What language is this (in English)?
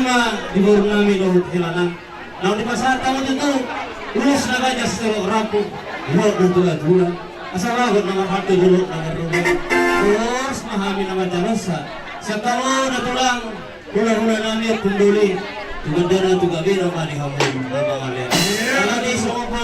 Batak Toba